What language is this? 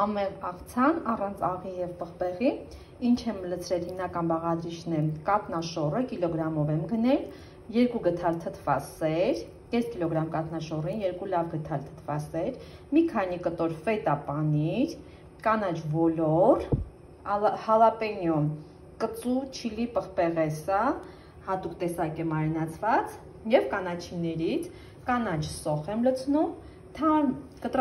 Armenian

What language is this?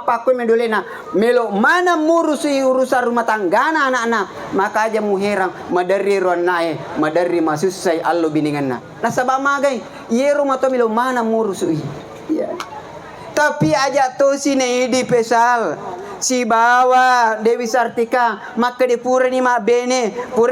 Buginese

